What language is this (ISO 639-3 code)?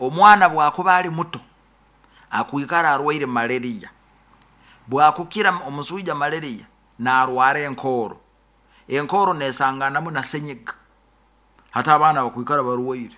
nyo